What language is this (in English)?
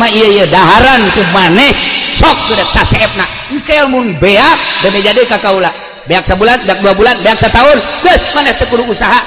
Sundanese